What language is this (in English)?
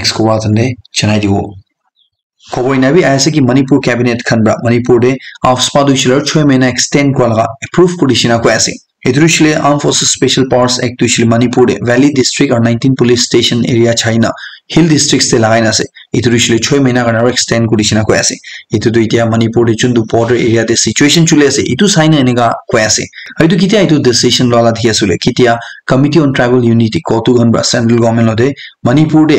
Naga Pidgin